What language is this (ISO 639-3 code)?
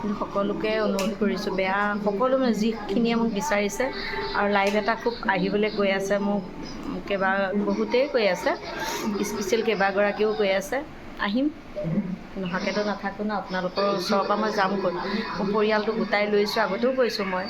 asm